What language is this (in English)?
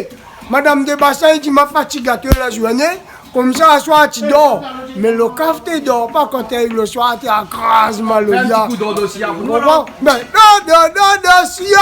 Réunion Creole French